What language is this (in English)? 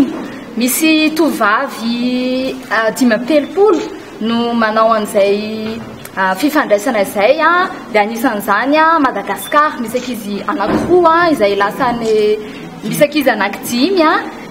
Malagasy